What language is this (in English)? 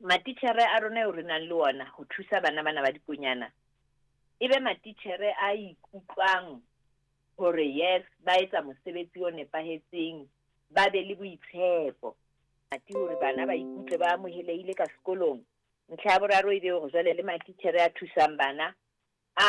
Southern Sotho